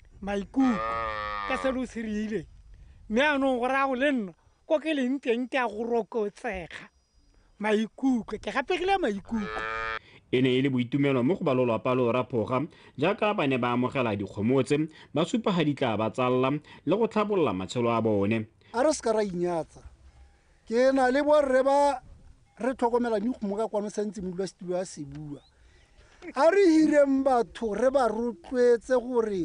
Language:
Tswana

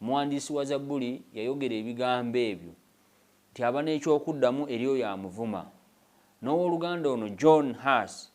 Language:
Ganda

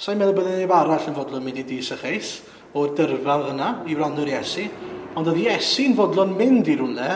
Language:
Welsh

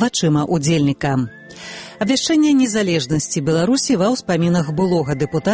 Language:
Belarusian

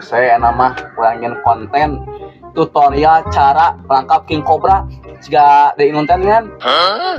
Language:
Sundanese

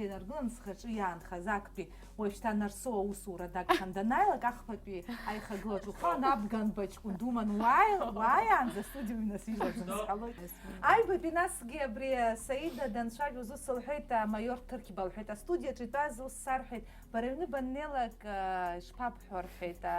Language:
Abkhazian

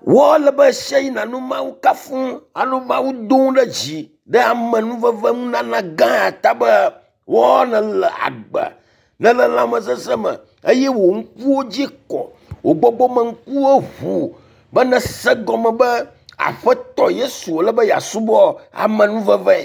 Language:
Ewe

